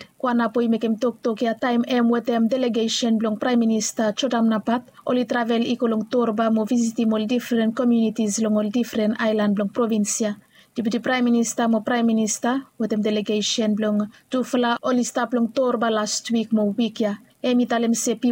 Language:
Bislama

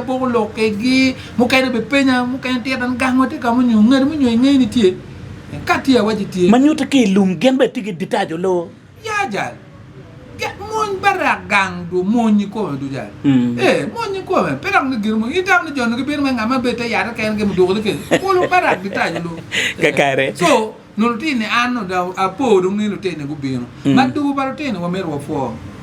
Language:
Acoli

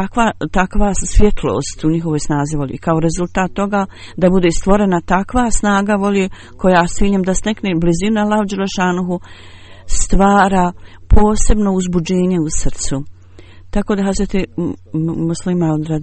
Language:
Bosnian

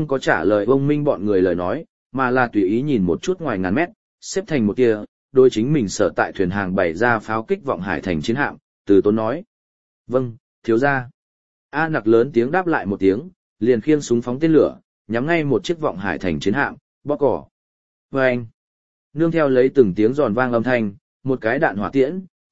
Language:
Vietnamese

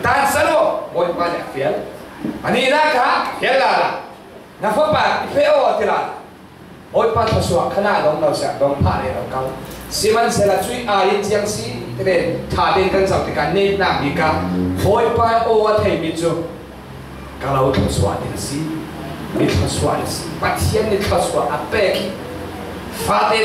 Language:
Falam Chin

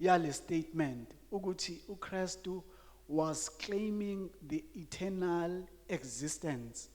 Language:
Zulu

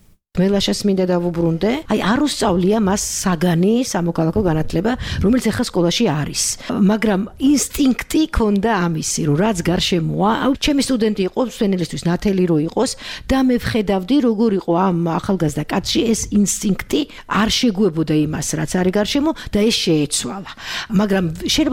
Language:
Georgian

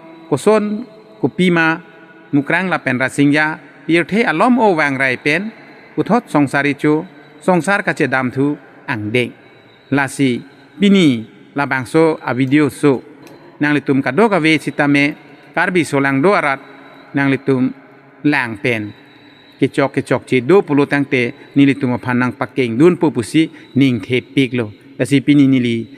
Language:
Karbi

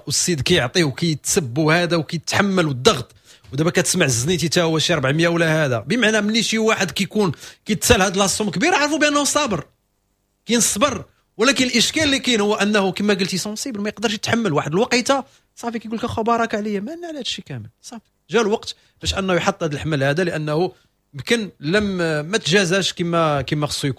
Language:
Moroccan Arabic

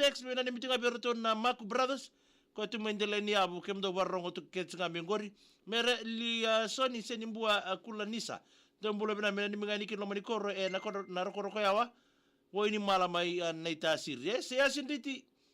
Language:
Fijian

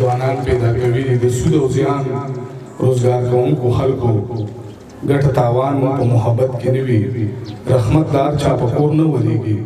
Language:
Pashto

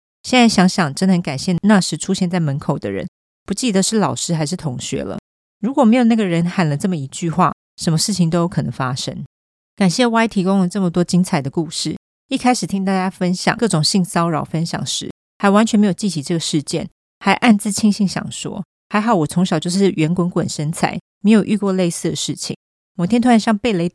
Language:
Chinese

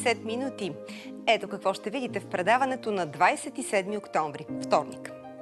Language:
Bulgarian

